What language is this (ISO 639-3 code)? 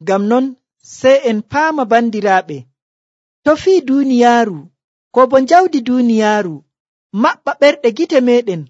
fuv